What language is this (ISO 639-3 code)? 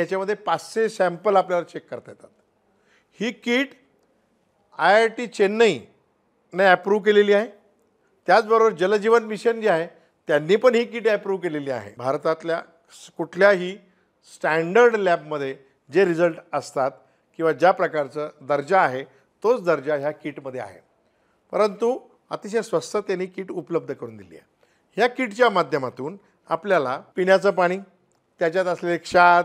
mar